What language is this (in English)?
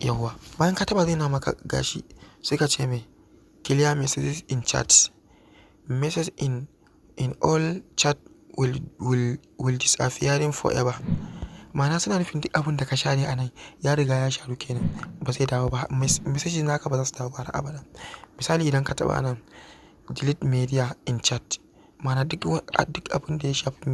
Hausa